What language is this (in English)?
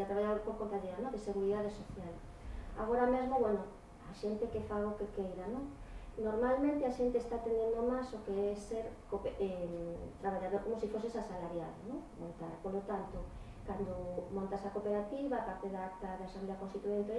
Galician